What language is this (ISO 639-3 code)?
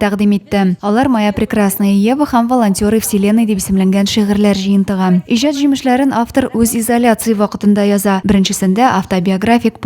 tat